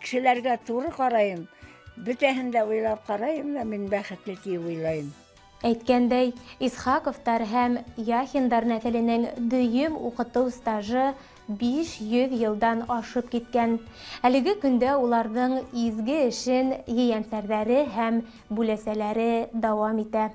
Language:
Bashkir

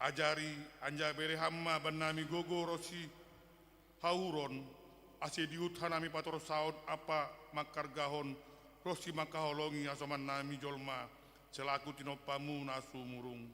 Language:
Batak Simalungun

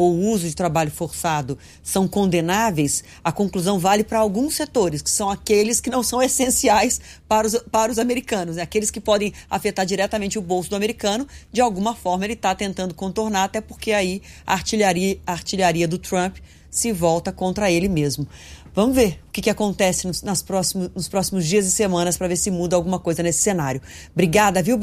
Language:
Portuguese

